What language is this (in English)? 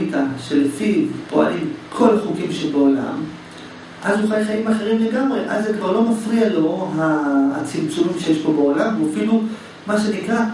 Hebrew